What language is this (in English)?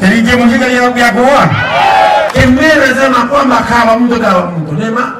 Meru